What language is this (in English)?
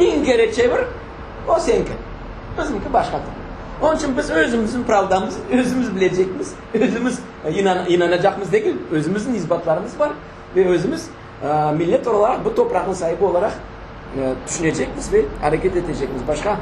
Crimean Tatar